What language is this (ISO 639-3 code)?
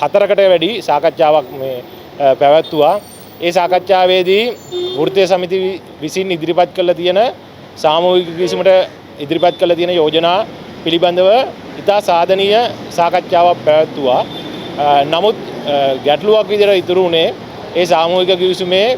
sin